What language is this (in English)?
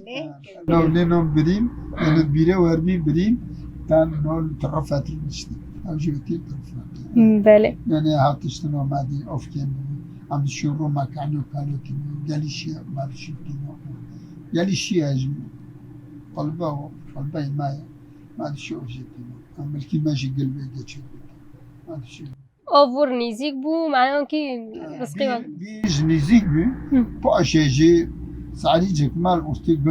Kurdish